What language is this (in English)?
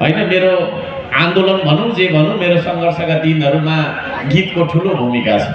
Nepali